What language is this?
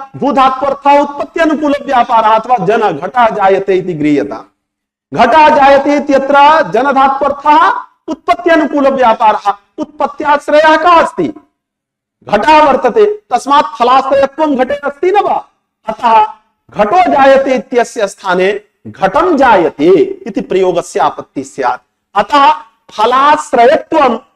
Sanskrit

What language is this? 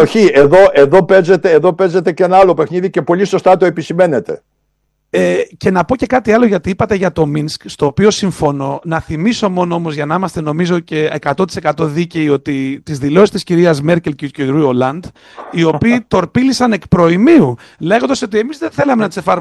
Greek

